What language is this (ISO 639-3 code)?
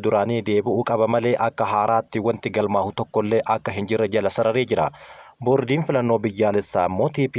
orm